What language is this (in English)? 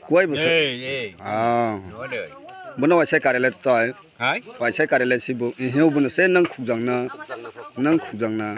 Kok Borok